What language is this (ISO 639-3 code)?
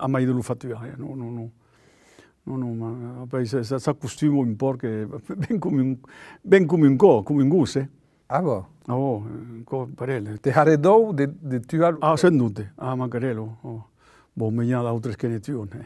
oci